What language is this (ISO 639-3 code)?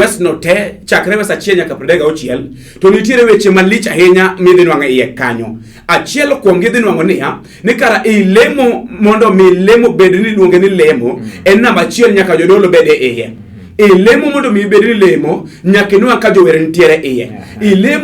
luo